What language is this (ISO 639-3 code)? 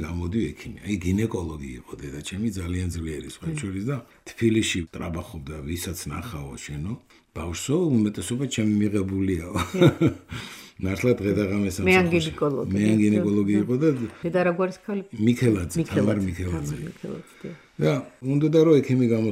kat